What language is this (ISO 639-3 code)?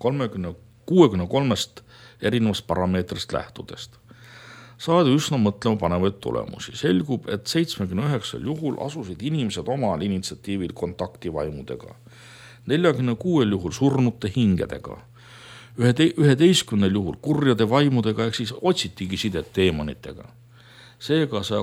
est